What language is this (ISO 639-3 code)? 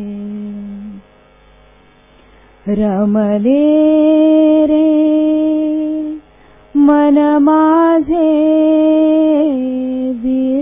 mar